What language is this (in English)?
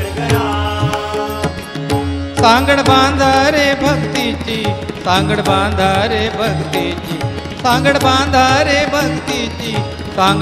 Marathi